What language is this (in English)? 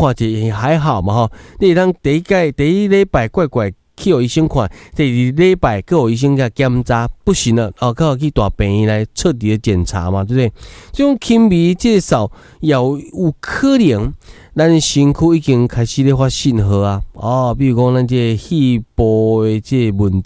Min Nan Chinese